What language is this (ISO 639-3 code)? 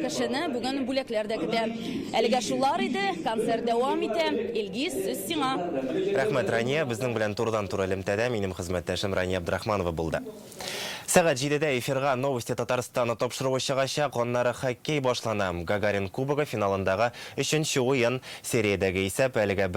tat